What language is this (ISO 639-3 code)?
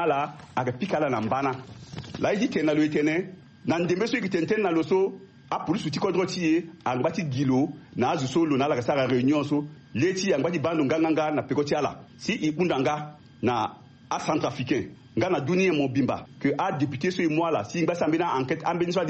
sag